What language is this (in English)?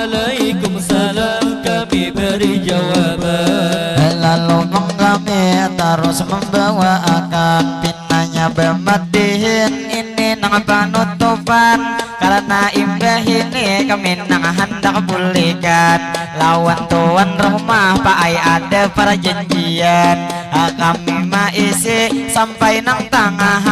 Banjar